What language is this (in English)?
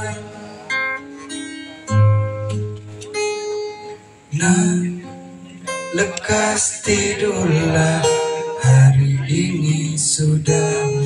Indonesian